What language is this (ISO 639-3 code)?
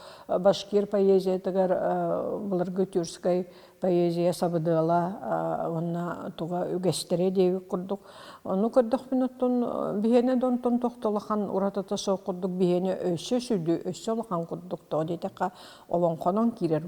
sah